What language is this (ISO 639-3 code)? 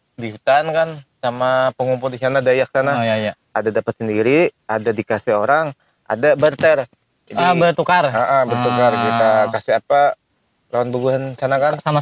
bjn